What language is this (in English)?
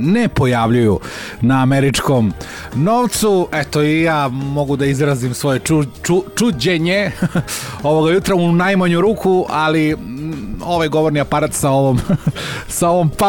Serbian